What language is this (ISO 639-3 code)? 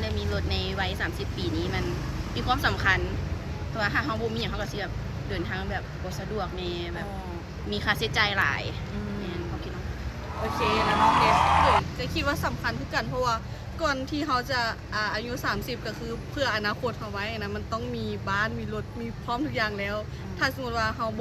lao